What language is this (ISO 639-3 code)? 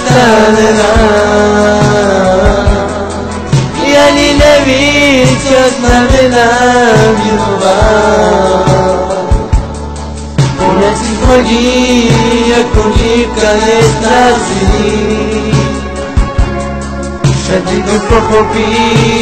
slk